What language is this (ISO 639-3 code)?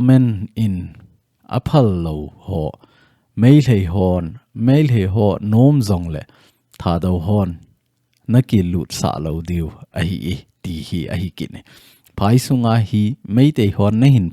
tcz